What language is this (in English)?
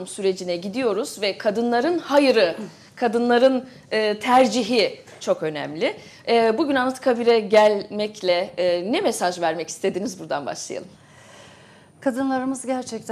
Turkish